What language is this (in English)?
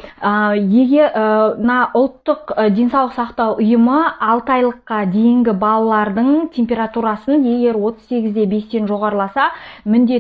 Kazakh